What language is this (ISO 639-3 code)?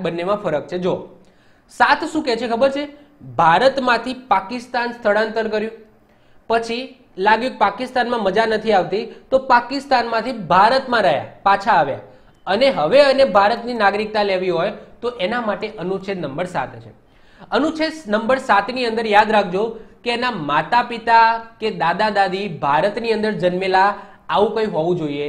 guj